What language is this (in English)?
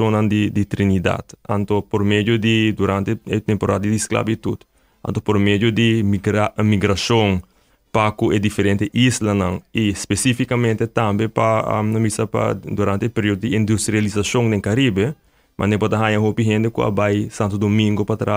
Papiamento